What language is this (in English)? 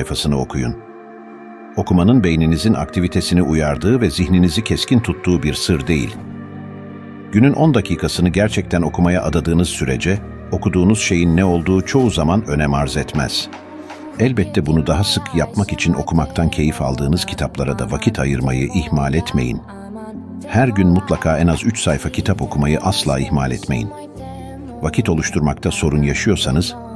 Turkish